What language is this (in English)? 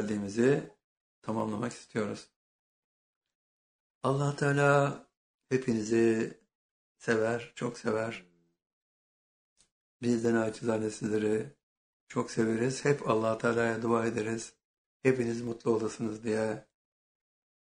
Turkish